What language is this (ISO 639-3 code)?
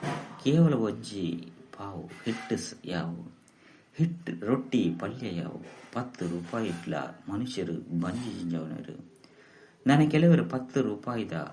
tcy